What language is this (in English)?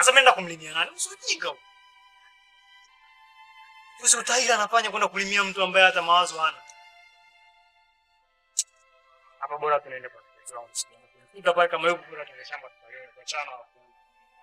Swahili